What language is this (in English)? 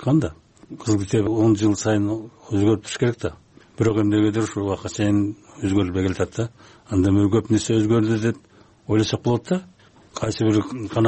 Kyrgyz